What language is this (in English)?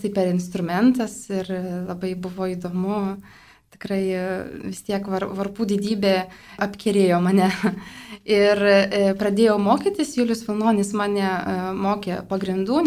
Lithuanian